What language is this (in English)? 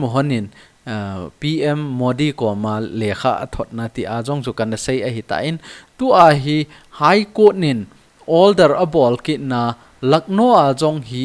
Thado Chin